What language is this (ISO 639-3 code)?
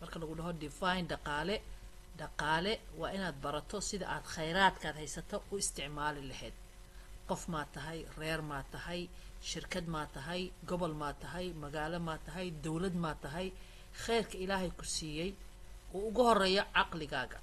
som